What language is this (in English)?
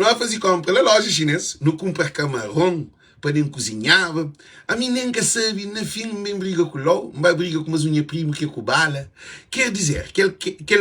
Kabuverdianu